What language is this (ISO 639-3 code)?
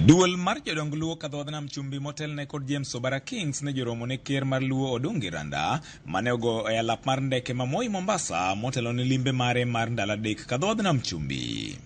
luo